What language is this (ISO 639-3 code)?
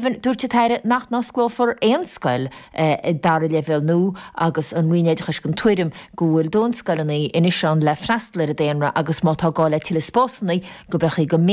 gle